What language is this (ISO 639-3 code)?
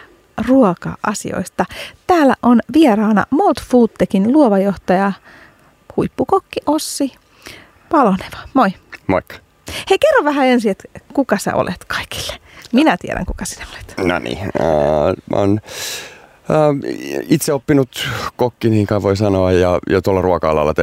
fin